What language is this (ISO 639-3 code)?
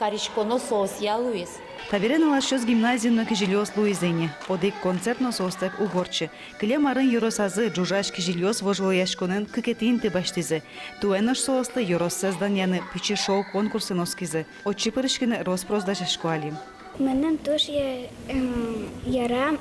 udm